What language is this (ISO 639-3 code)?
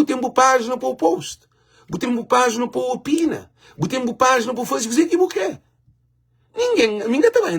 kea